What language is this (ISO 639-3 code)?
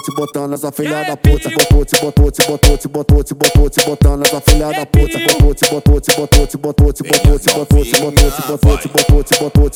por